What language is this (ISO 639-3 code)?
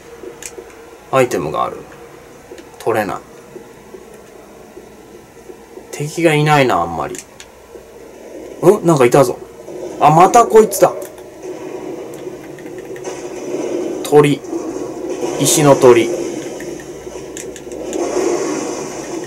jpn